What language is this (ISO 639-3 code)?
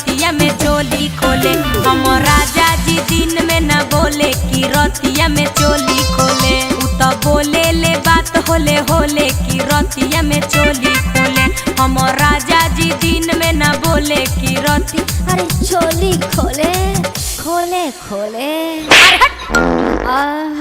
mag